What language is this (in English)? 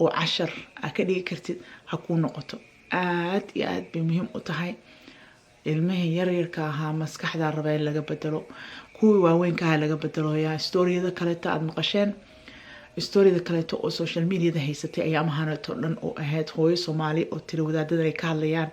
Somali